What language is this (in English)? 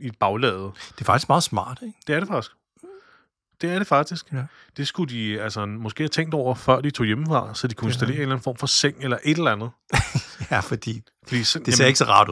Danish